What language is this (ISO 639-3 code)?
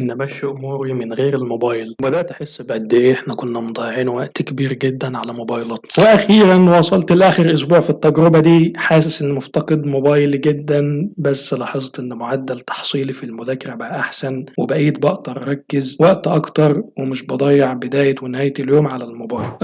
arz